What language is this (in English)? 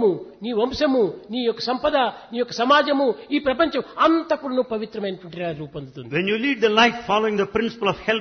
Telugu